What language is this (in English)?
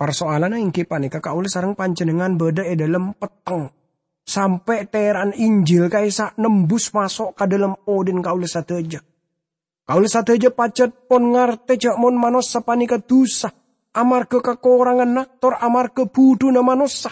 Madurese